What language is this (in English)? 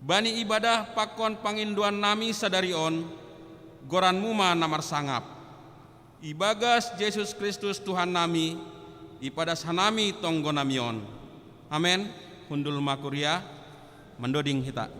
Batak Simalungun